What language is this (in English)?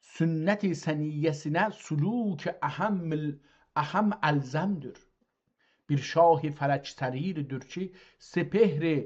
South Azerbaijani